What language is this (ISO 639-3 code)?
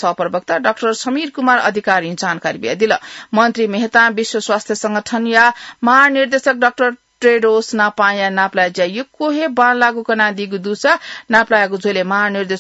new